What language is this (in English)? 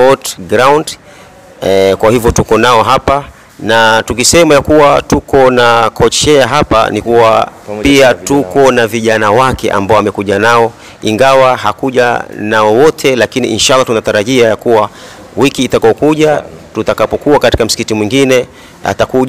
Swahili